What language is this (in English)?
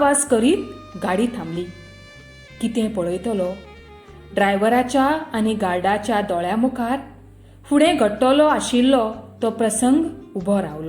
Konkani